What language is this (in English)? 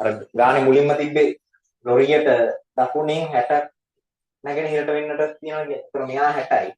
Sinhala